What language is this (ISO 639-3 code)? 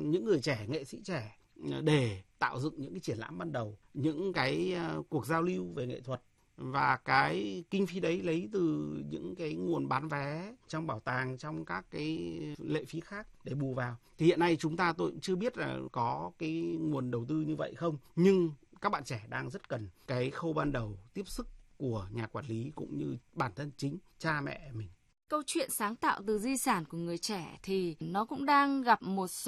vie